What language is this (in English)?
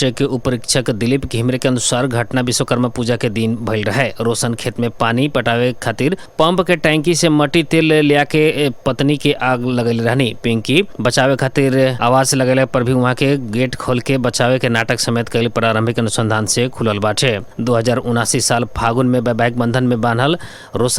Bhojpuri